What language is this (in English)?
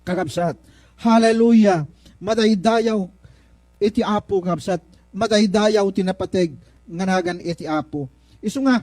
Iloko